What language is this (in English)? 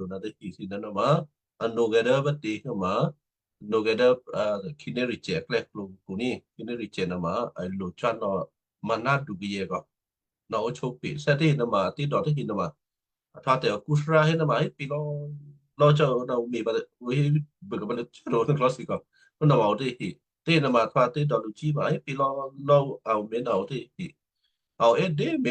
Western Kayah